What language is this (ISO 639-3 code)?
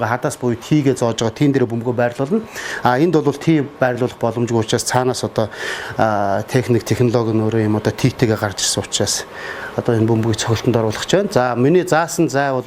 mon